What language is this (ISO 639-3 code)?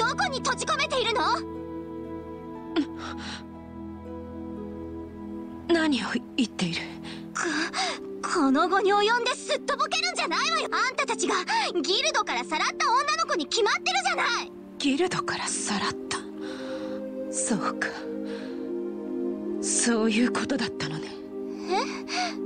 jpn